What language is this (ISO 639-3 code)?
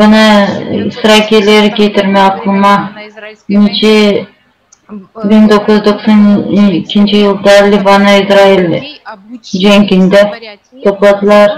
gag